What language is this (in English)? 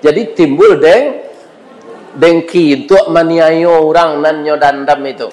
Minangkabau